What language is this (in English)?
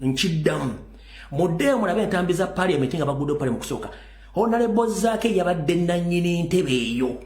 Ganda